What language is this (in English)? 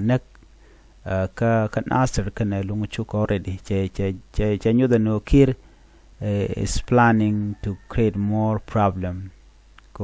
Nuer